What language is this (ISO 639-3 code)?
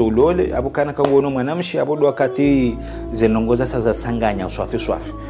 zdj